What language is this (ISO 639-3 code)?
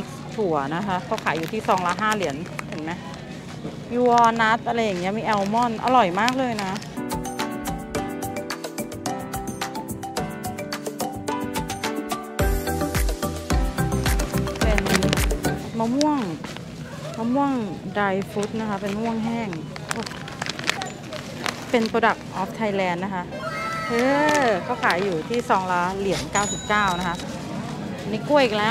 tha